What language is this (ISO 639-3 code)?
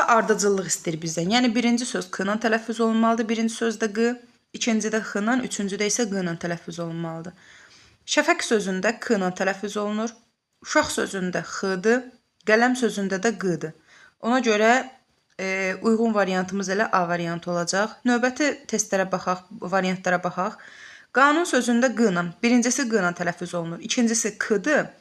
aze